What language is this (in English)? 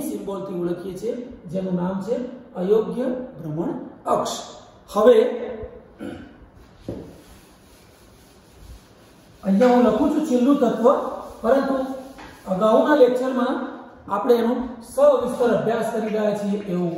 Gujarati